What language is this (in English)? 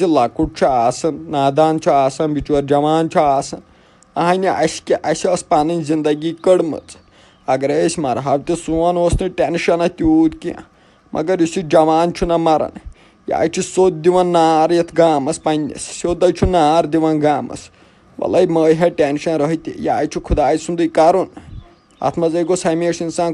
Kashmiri